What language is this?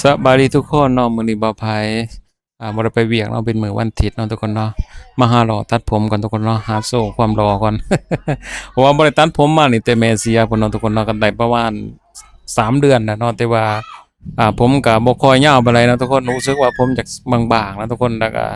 Lao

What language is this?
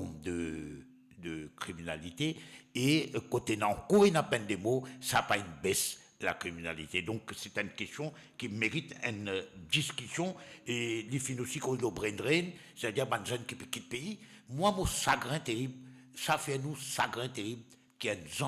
Morisyen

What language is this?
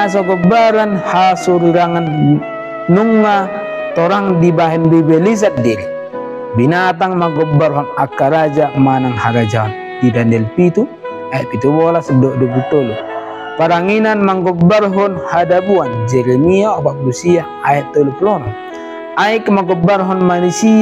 Batak Toba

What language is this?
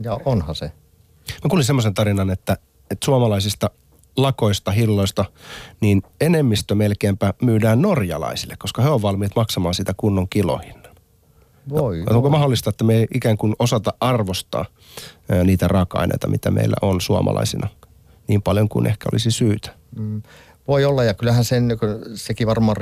Finnish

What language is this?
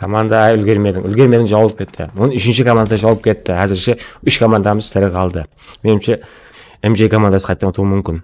Kara-Kalpak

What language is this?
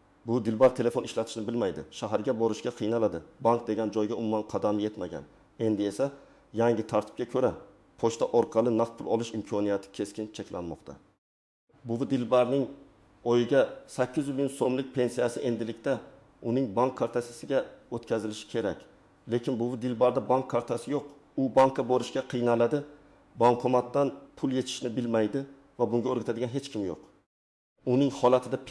Uzbek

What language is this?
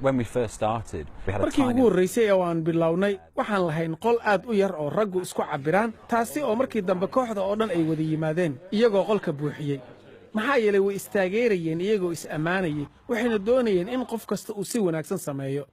Somali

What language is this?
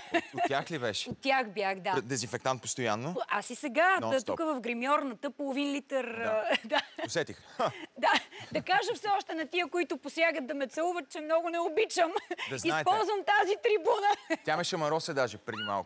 Bulgarian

